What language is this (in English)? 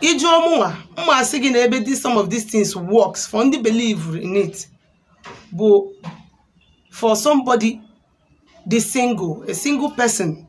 Igbo